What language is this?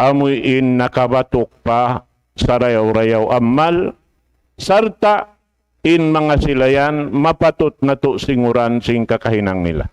Tausug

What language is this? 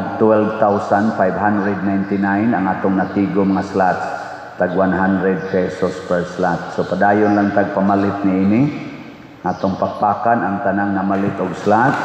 Cebuano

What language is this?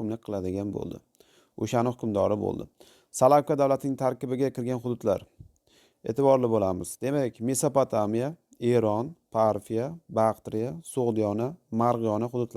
Uzbek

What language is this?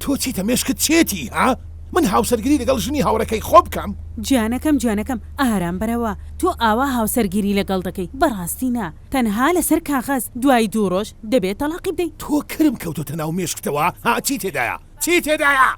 Central Kurdish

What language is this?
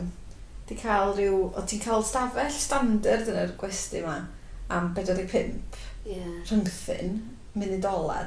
Welsh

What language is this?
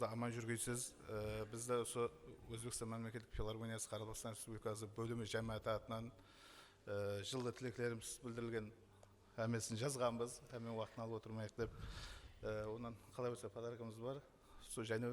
Kara-Kalpak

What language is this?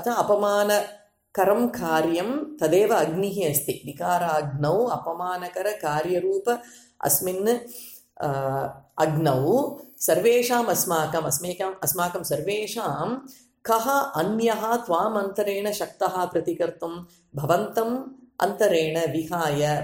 Sanskrit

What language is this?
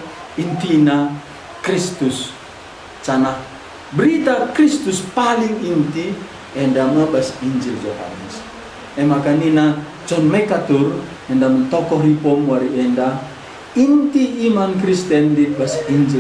Batak Karo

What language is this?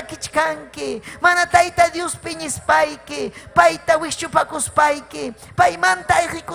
Ayacucho Quechua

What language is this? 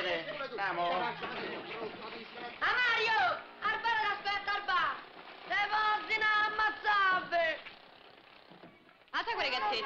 Italian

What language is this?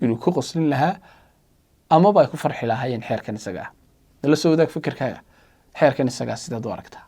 Somali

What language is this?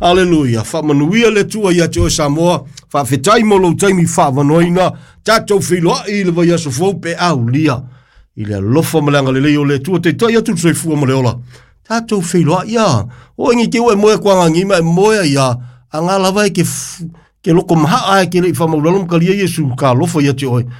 Samoan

